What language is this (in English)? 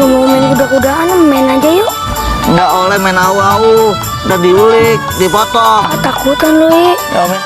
Betawi